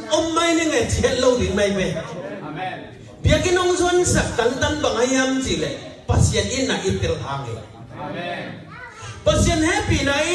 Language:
Tedim Chin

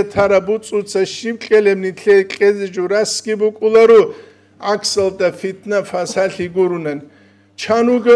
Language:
Avaric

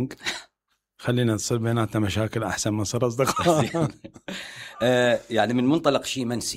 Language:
Mesopotamian Arabic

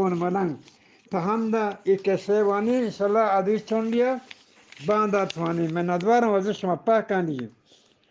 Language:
Eastern Balochi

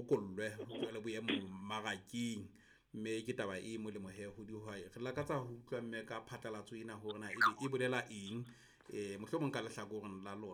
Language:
Southern Sotho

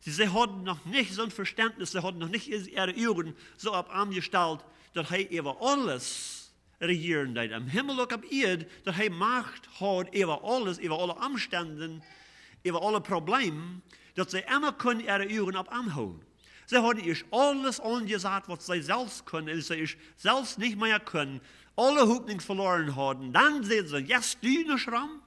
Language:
Plautdietsch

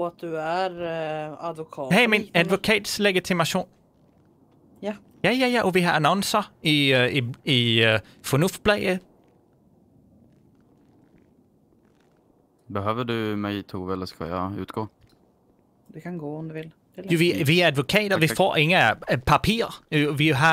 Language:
Swedish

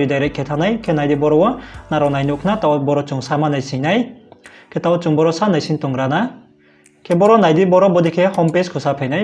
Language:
Riang (India)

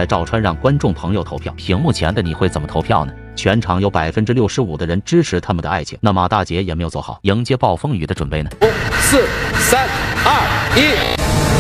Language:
Chinese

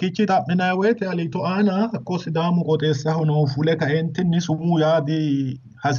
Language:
Sidamo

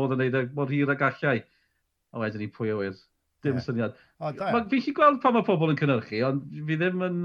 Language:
Welsh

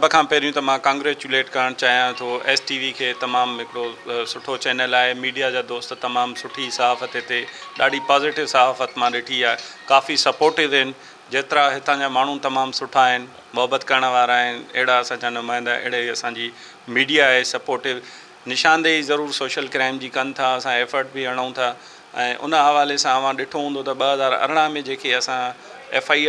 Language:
Sindhi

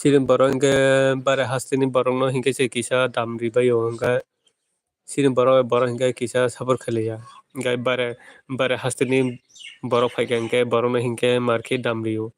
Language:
Kok Borok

